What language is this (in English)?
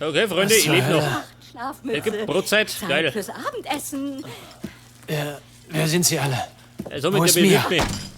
Bavarian